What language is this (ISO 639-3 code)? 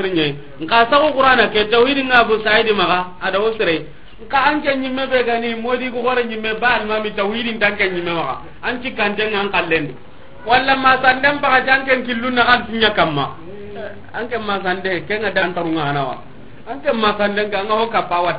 snk